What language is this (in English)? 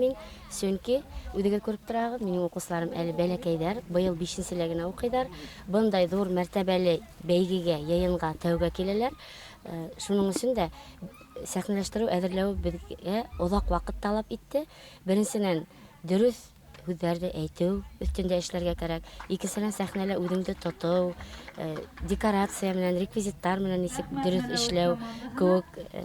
Bashkir